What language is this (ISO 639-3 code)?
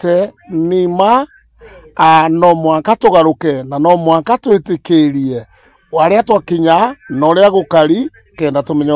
mer